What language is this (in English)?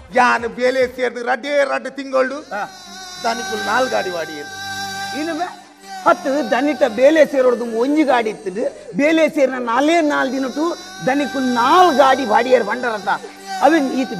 Tulu